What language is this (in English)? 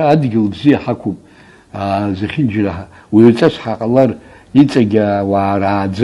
Abkhazian